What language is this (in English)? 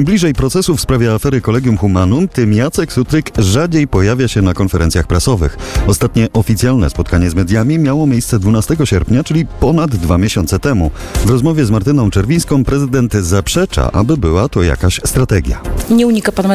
Polish